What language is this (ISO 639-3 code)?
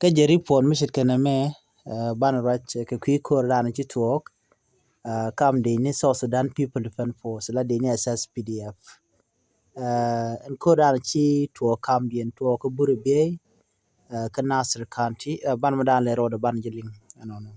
nus